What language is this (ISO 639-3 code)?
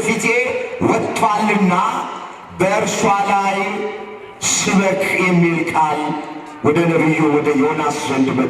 amh